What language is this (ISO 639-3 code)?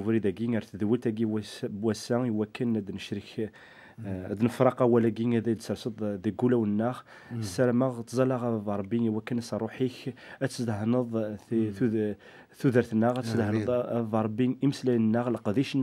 kab